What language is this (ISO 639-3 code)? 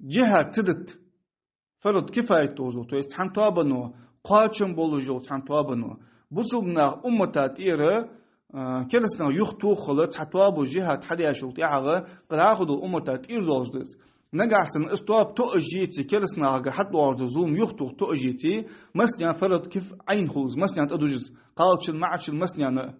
inh